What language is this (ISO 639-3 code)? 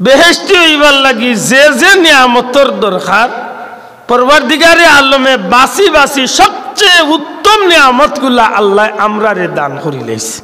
syl